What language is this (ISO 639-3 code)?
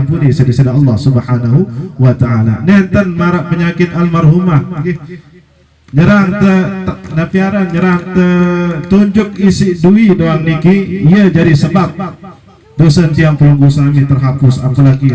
sas